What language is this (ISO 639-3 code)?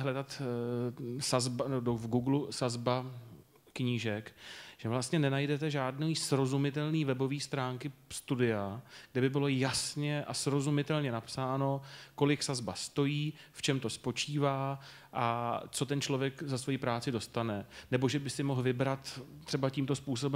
ces